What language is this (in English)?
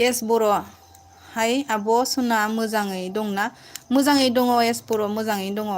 Bodo